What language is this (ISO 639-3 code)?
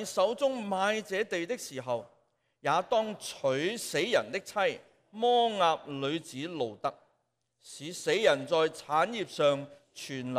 yue